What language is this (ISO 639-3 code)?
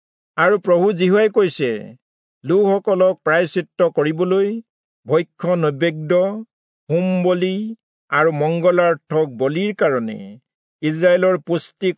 asm